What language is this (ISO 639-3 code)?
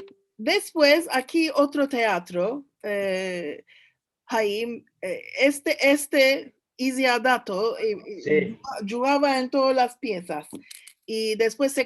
lad